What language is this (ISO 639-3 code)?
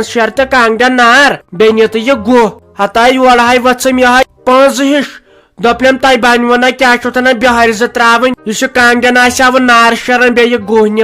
kas